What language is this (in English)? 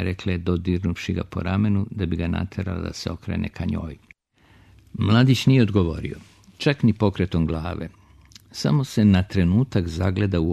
Serbian